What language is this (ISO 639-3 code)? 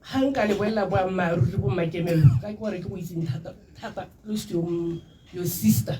tsn